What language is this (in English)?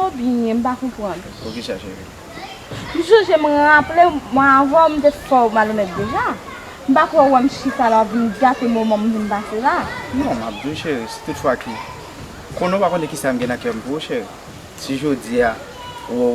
Haitian Creole